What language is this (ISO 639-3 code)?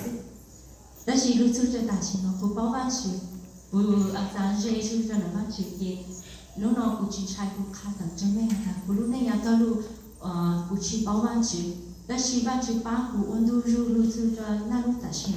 hmn